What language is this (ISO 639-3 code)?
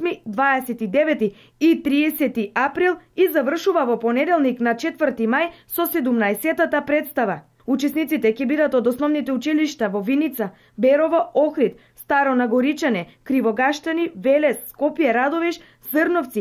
mkd